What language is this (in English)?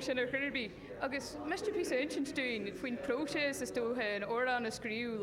Irish